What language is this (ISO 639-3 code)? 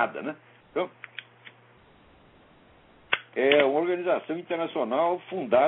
por